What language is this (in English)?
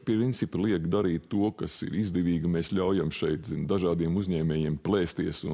Latvian